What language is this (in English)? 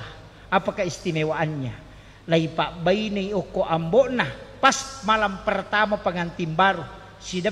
Buginese